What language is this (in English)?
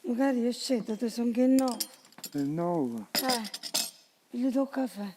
Neapolitan